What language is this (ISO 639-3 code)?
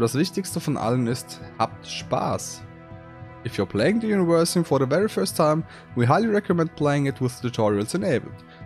deu